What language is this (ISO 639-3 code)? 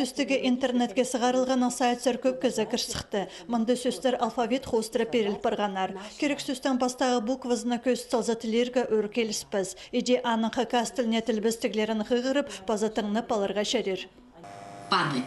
kjh